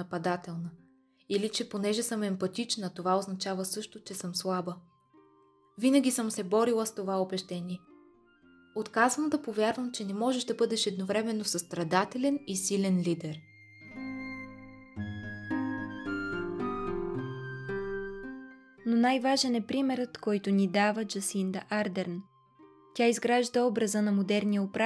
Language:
Bulgarian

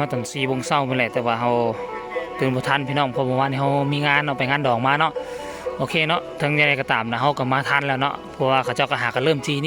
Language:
Northeastern Thai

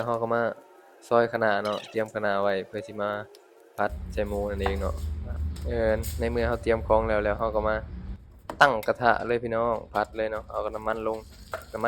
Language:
Lao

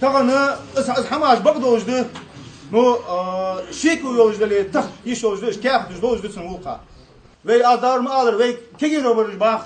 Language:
Ingush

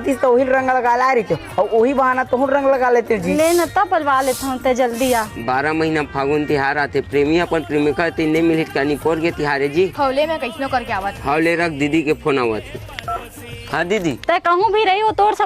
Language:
Chhattisgarhi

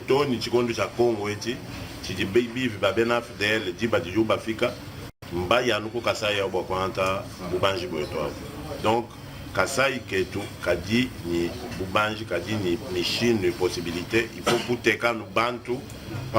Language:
Luba-Lulua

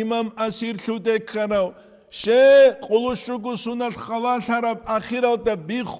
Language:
Avaric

